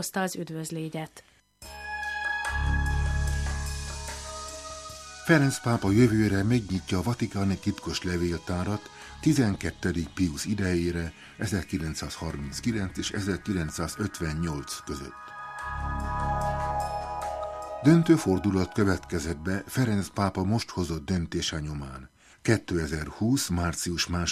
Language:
Hungarian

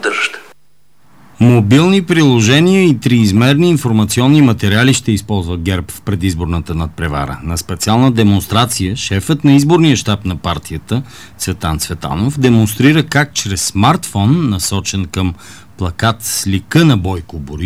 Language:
Bulgarian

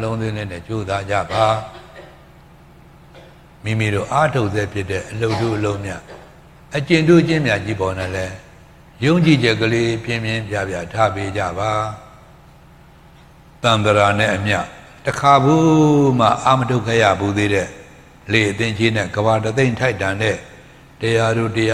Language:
Burmese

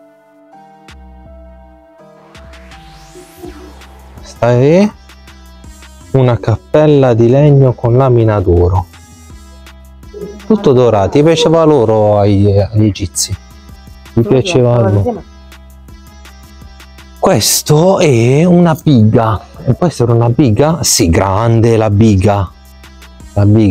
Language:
Italian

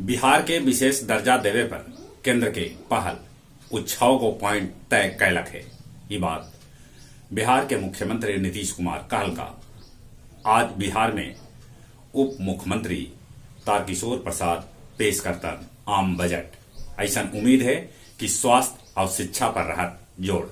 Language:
Magahi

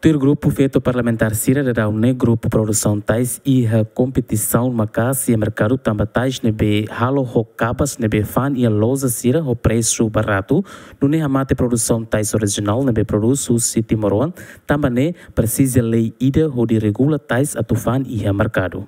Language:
Tetum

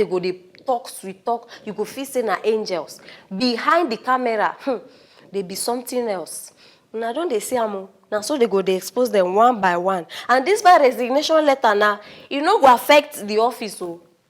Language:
Nigerian Pidgin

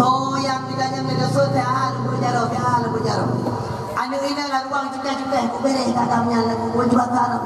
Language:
Achinese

